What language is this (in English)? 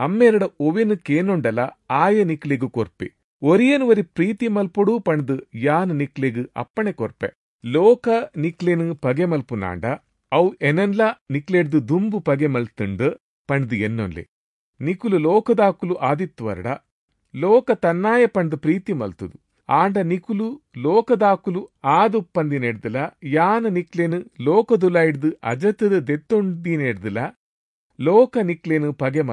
Tulu